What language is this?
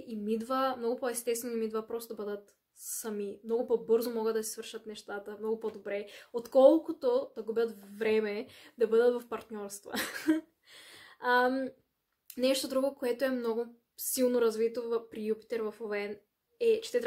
Bulgarian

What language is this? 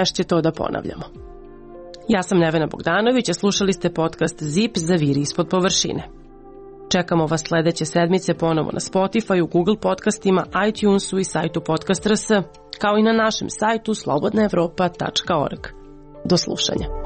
Serbian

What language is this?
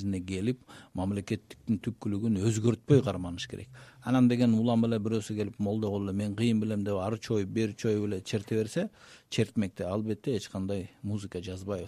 Kyrgyz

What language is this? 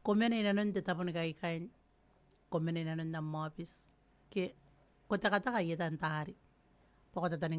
Gilbertese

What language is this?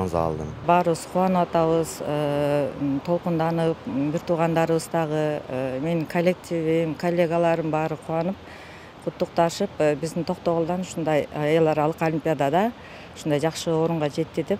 Kyrgyz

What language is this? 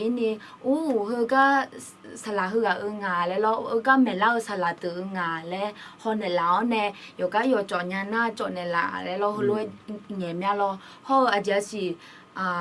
Akha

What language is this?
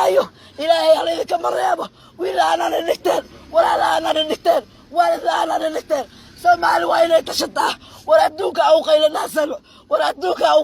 Somali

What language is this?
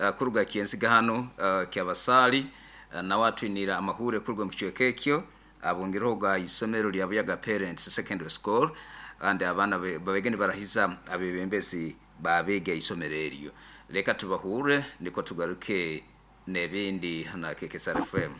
Nyoro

